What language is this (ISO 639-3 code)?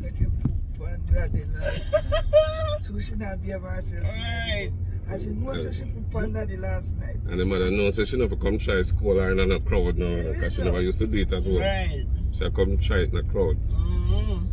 jam